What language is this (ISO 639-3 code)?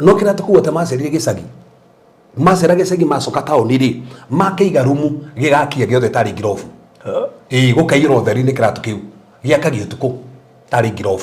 kik